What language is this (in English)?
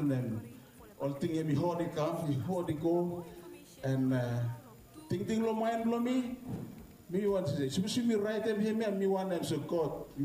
Bislama